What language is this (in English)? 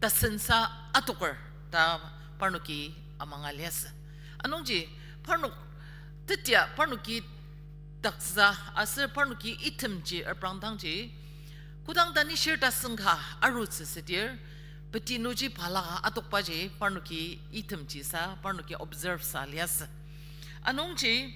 Ao Naga